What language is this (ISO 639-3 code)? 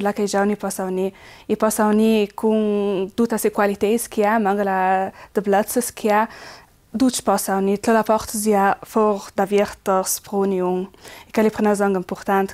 lld